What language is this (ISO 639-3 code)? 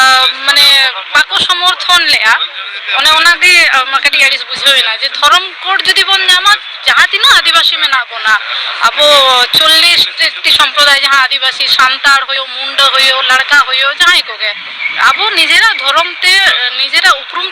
sat